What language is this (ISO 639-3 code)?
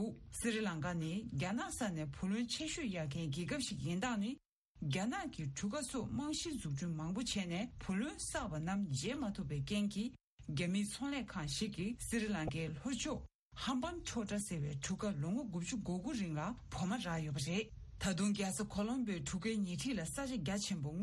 bod